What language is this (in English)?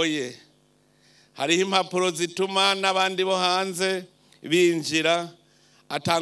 Rundi